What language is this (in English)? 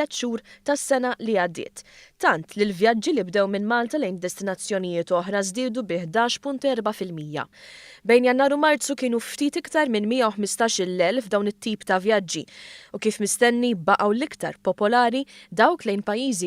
Maltese